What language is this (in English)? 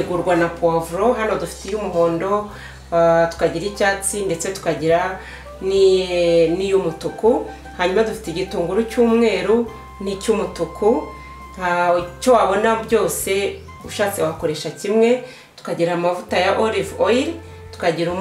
Kinyarwanda